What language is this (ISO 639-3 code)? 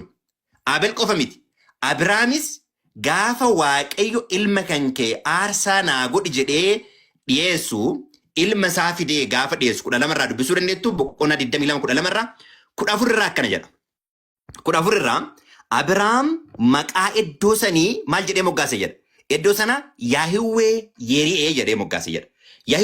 orm